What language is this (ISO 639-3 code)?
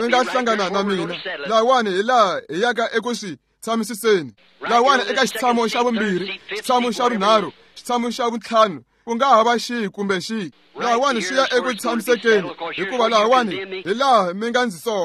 tso